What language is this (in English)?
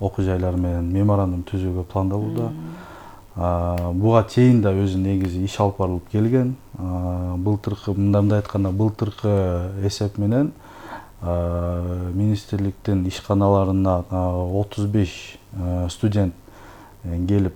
Kyrgyz